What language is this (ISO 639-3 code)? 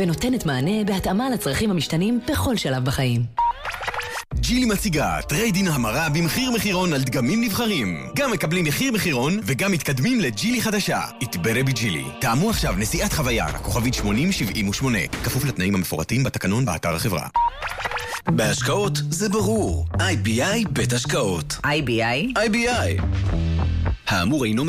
heb